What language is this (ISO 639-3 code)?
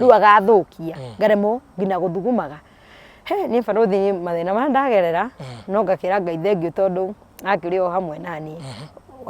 kik